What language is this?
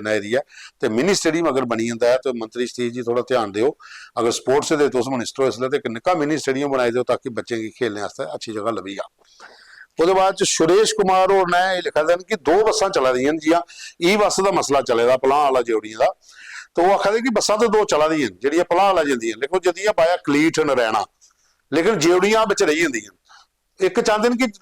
Dogri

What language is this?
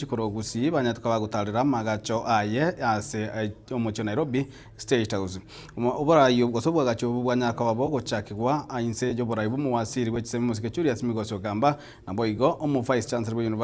Gusii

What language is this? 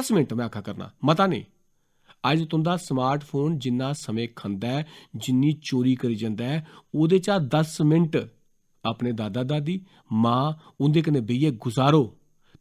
Dogri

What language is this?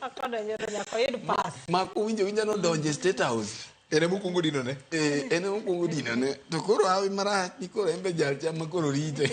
Luo (Kenya and Tanzania)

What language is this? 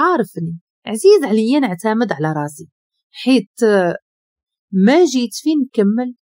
Moroccan Arabic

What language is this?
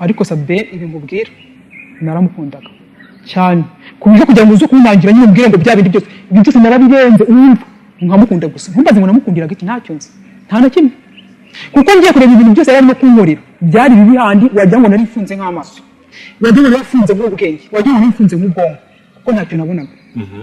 Kinyarwanda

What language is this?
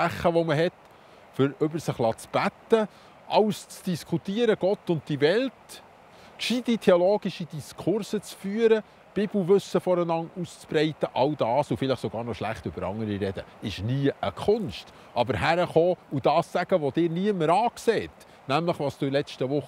Swiss German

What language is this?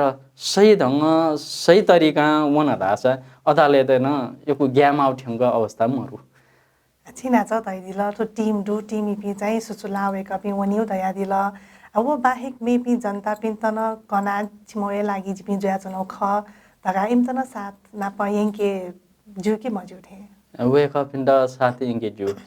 Newari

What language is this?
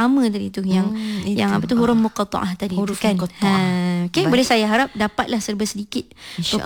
Malay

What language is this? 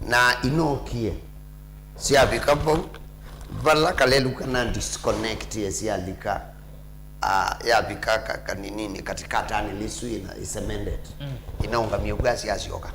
Kamba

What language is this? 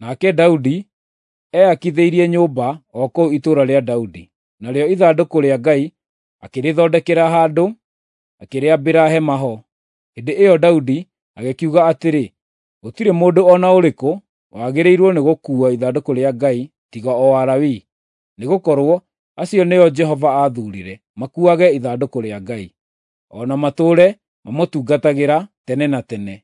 Kikuyu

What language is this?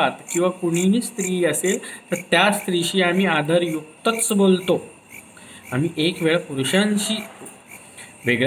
Marathi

